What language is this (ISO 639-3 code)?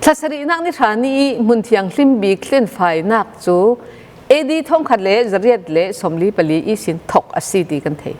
cfm